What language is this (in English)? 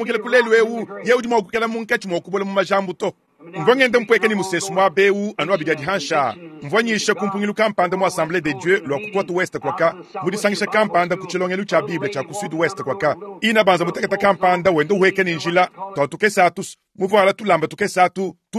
Luba-Lulua